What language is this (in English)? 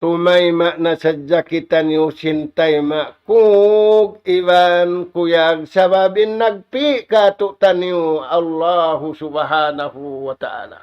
Tausug